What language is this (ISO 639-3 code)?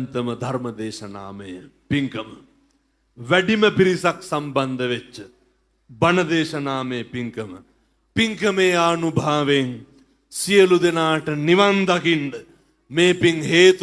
sin